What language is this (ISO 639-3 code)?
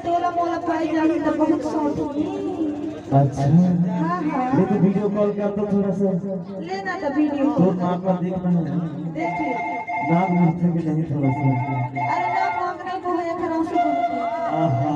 hne